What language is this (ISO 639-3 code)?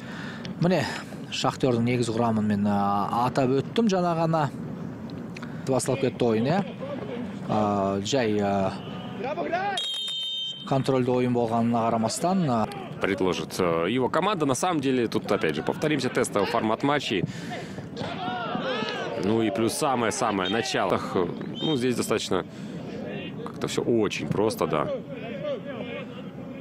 kaz